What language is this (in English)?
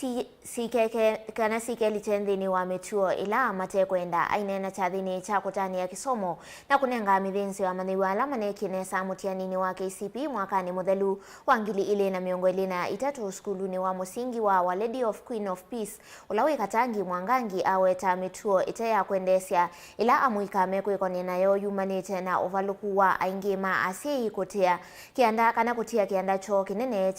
Kamba